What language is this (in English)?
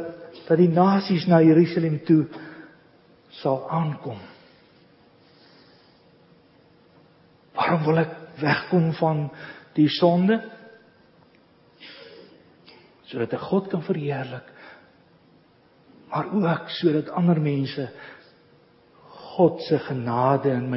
Afrikaans